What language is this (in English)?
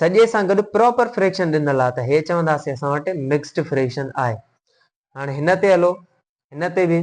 Sindhi